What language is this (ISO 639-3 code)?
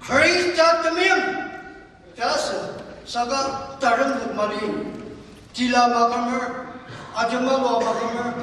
njo